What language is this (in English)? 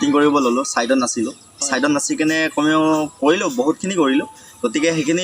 Assamese